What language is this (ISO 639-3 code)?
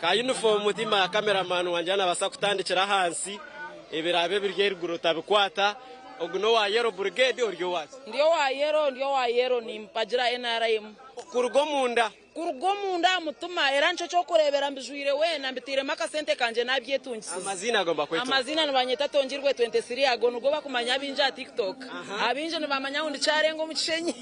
nyn